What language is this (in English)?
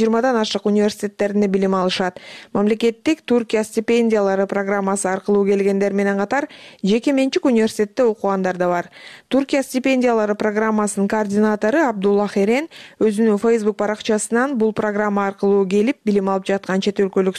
Kyrgyz